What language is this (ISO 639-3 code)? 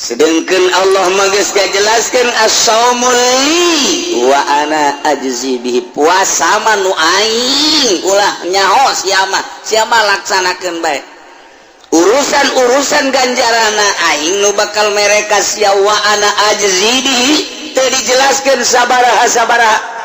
sun